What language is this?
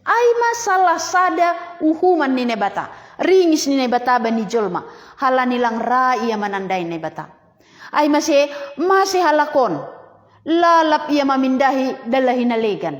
Batak Simalungun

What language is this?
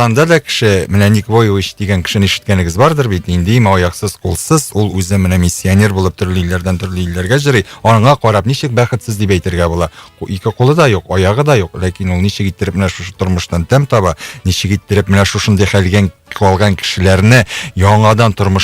Tatar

